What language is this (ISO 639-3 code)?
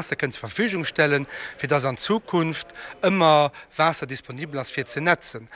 ltz